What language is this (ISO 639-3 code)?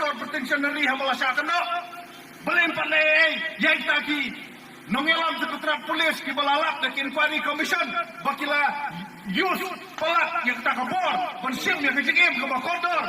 kha